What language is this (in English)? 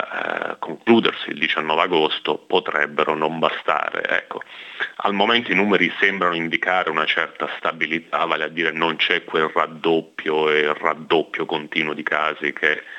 Italian